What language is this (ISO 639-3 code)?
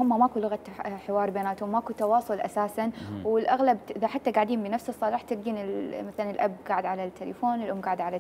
acm